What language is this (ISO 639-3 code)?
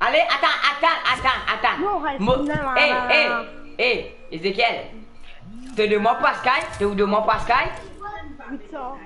mfe